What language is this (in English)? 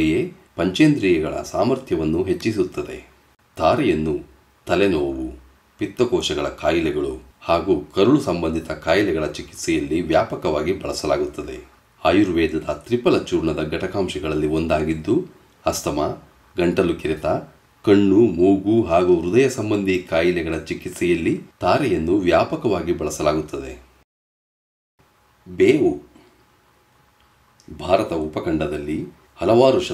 Kannada